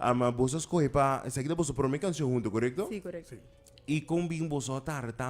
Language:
Papiamento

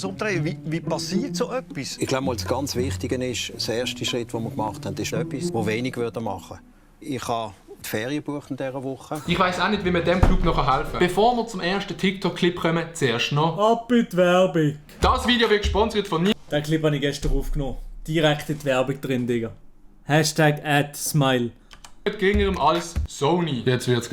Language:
Swiss German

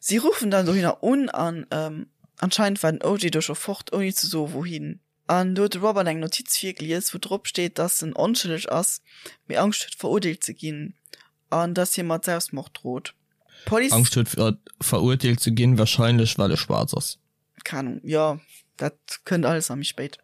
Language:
Luxembourgish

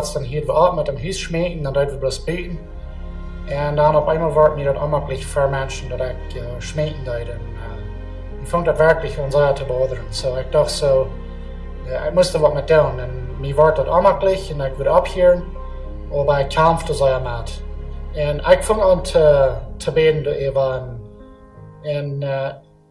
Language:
Plautdietsch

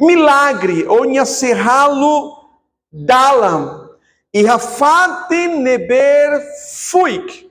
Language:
Tetum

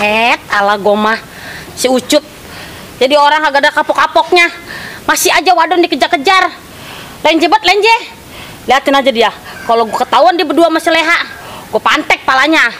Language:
Betawi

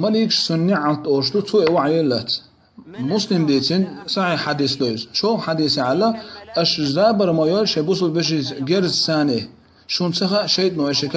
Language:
Chechen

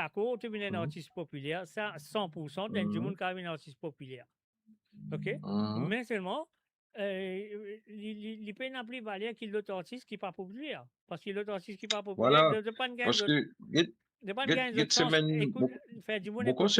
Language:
Morisyen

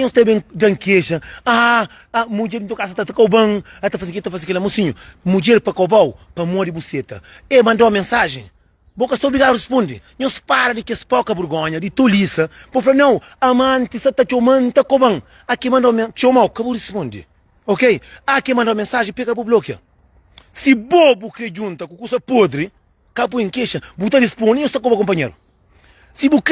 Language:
Kabuverdianu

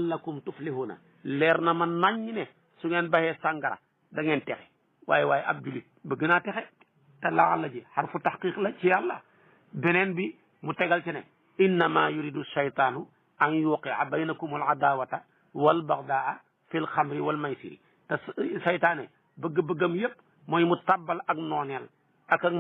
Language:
Wolof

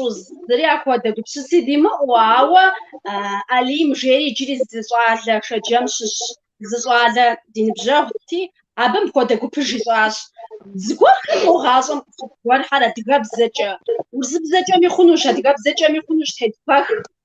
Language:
Kabardian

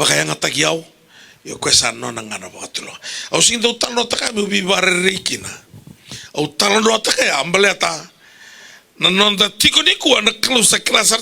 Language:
Fijian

